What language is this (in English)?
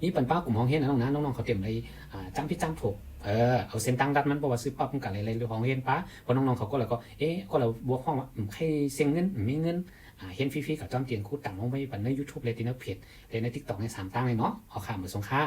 Shan